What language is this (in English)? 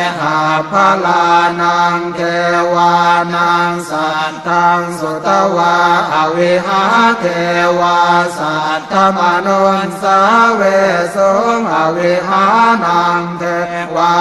Pali